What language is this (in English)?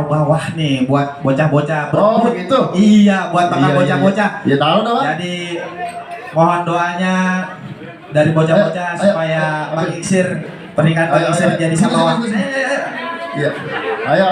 Betawi